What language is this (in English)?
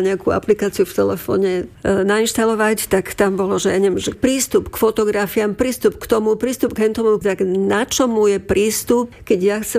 Slovak